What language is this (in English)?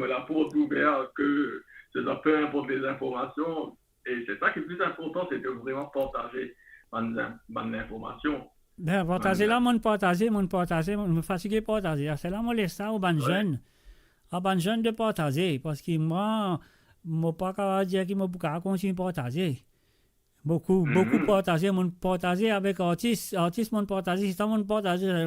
Morisyen